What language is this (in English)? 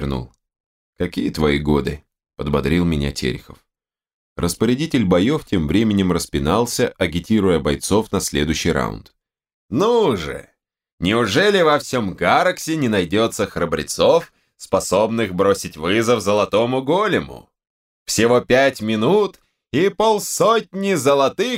Russian